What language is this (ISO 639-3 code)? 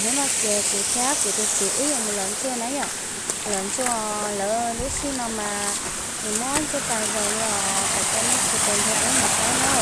hmn